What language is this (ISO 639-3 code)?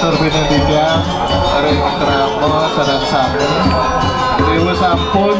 ban